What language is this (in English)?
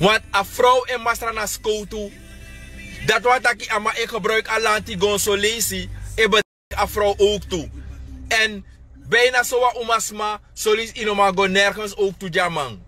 Sranan Tongo